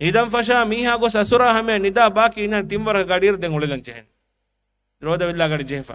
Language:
Divehi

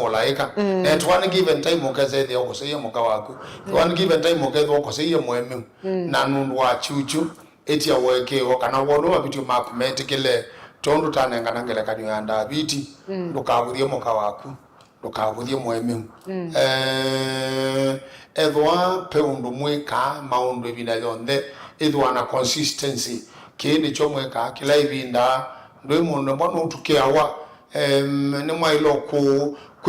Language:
Kamba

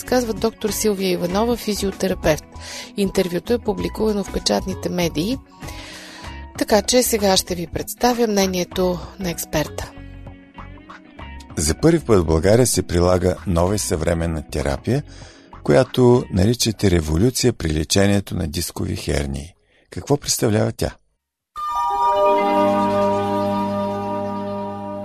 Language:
Bulgarian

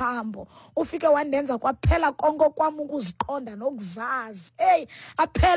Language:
Xhosa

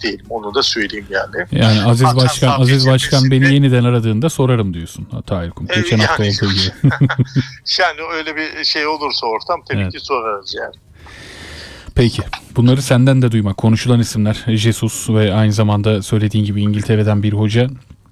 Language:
Turkish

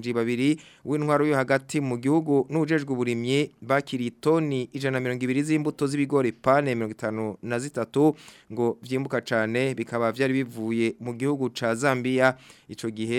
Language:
Rundi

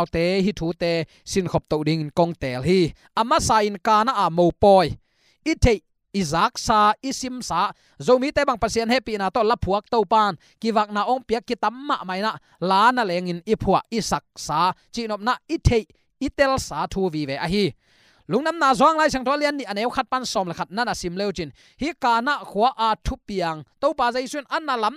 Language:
Tedim Chin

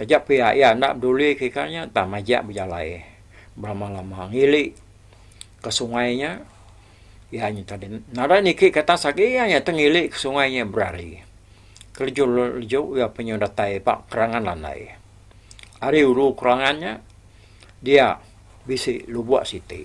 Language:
Iban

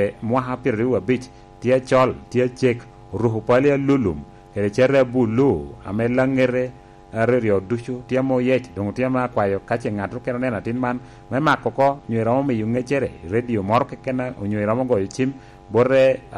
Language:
Lango (Uganda)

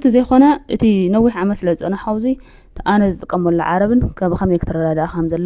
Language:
Tigrinya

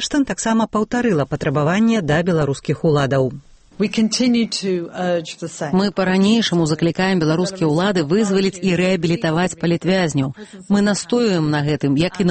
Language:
Belarusian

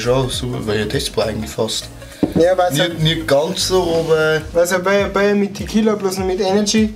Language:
Bavarian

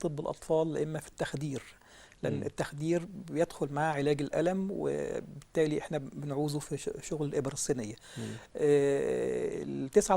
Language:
Egyptian Arabic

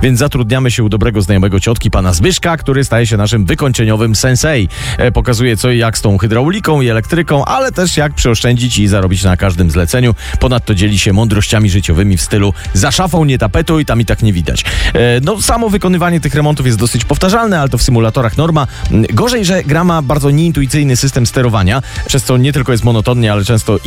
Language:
Polish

